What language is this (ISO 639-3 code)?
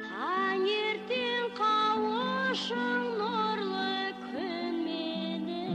kaa